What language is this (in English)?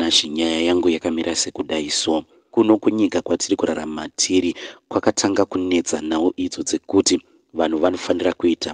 Shona